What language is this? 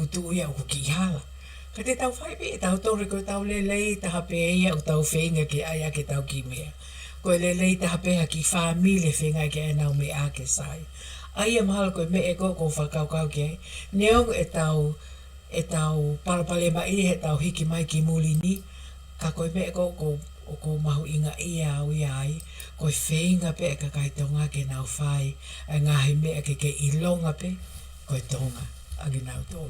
Tongan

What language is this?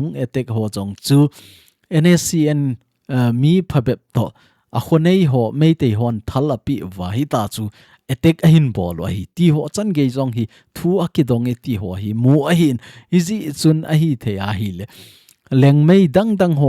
Thado Chin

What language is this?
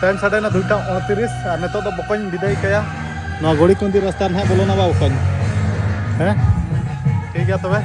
Santali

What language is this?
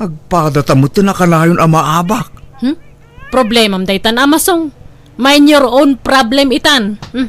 Iloko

